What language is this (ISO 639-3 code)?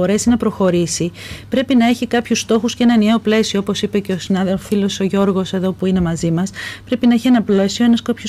ell